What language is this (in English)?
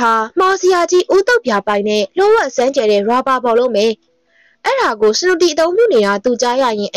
Burmese